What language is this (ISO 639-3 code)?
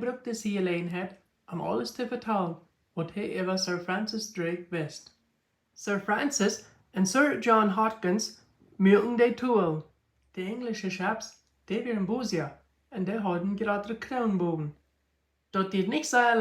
pdt